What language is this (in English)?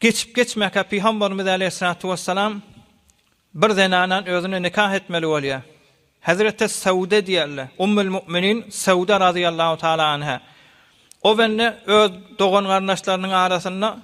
Turkmen